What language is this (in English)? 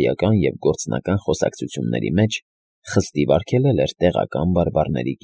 Armenian